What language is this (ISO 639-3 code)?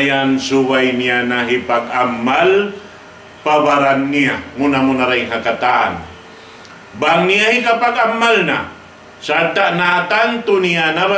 tsg